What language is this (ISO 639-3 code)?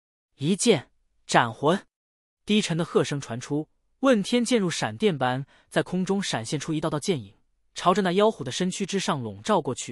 zho